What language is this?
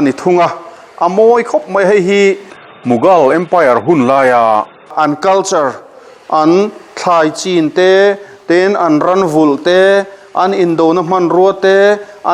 Mizo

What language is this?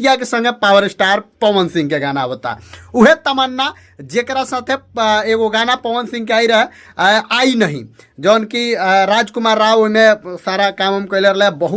Bhojpuri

